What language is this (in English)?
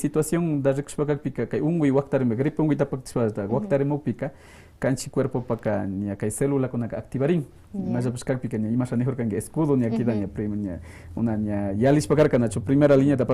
Quechua